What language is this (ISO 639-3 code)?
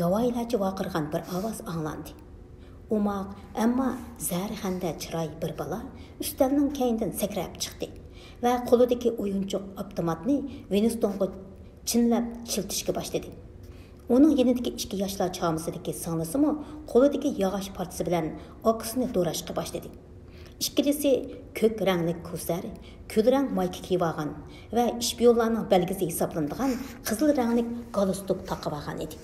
uig